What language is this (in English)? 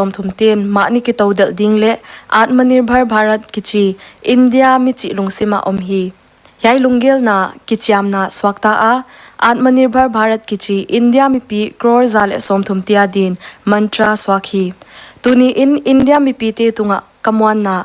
Paite Chin